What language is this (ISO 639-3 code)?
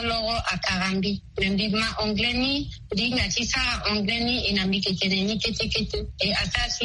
sag